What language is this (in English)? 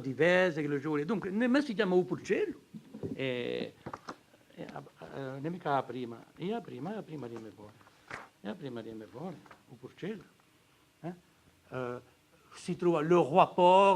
Corsican